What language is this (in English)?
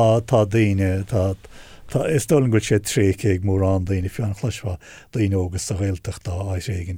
Irish